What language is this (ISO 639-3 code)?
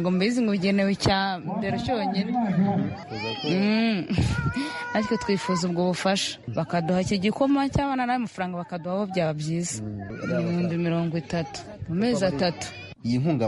kin